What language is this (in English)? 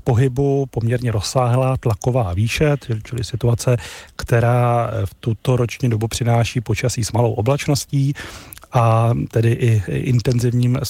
Czech